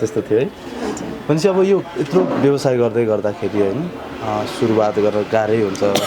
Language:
Nepali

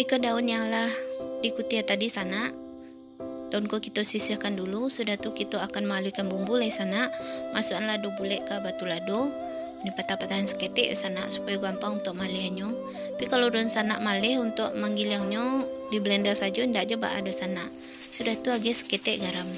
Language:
Minangkabau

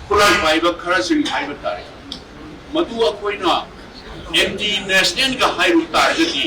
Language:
Manipuri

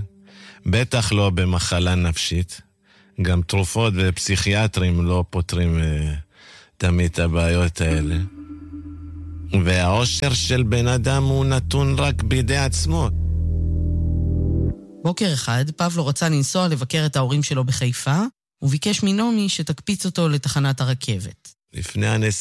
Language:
Hebrew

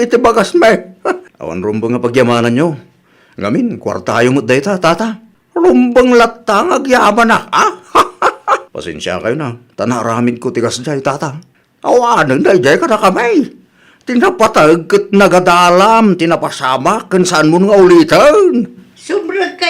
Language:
Iloko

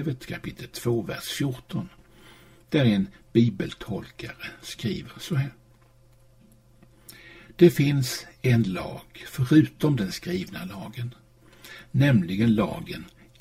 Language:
Swedish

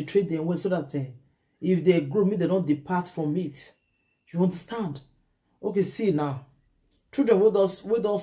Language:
Nigerian Pidgin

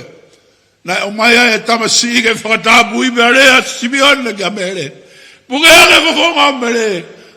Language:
Tongan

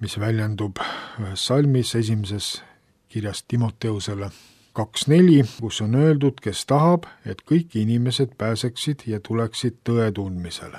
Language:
Estonian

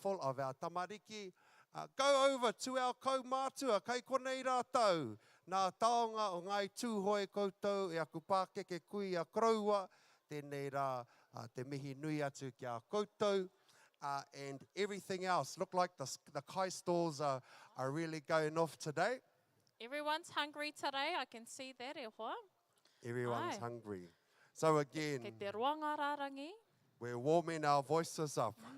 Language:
Māori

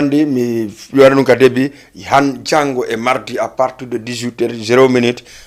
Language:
Fula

